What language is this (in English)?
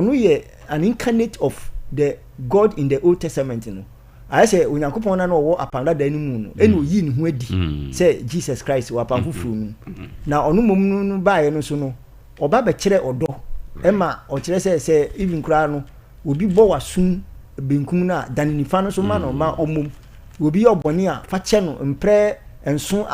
Akan